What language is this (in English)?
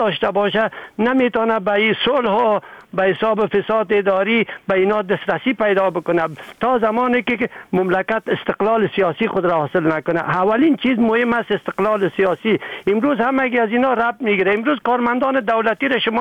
Persian